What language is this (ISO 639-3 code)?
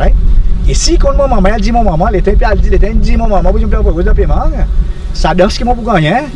crs